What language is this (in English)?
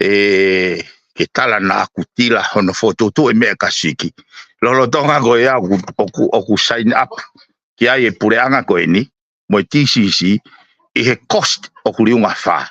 Tongan